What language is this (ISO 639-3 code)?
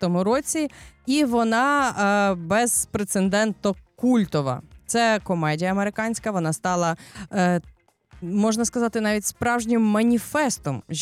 ukr